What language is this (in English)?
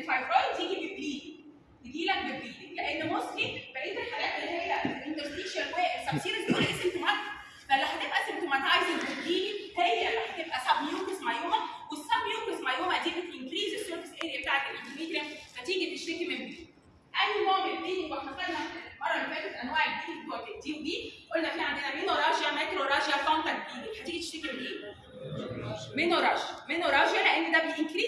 Egyptian Arabic